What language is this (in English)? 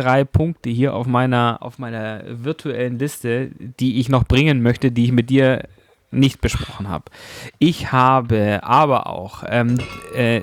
German